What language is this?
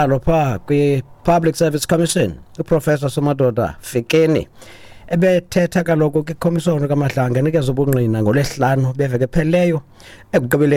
Xhosa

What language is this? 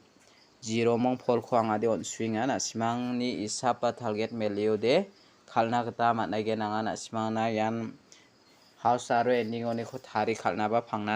Garo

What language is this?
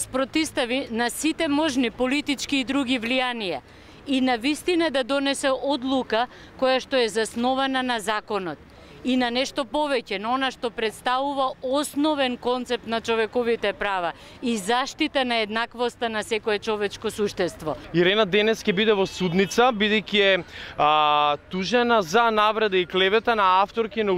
Macedonian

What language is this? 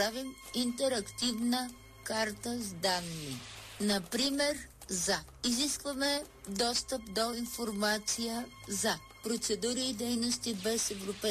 Bulgarian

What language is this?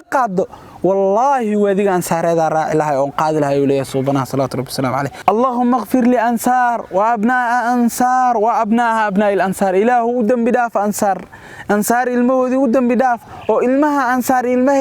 Somali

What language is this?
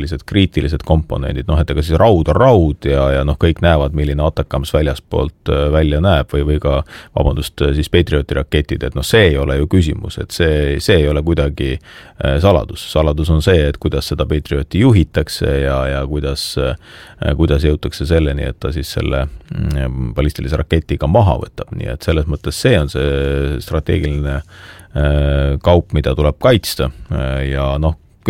Estonian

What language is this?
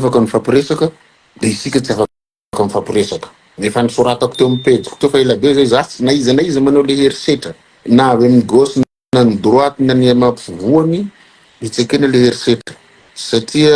Malagasy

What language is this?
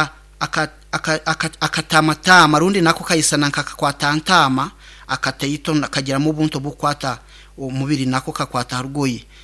Nyoro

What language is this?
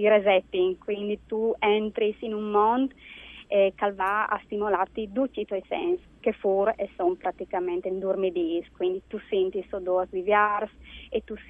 Friulian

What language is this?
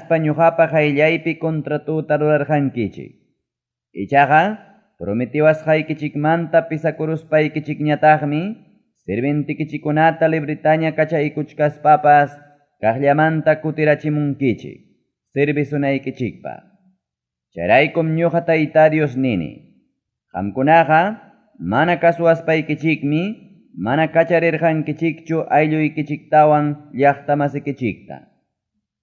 Ayacucho Quechua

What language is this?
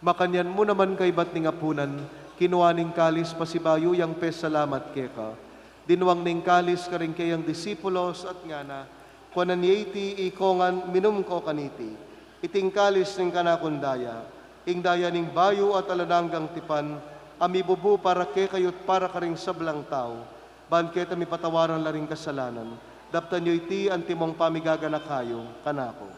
Pampanga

